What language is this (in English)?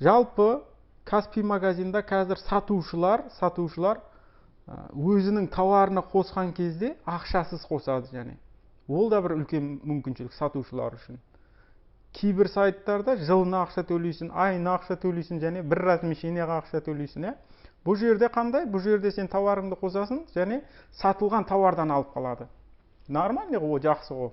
Kazakh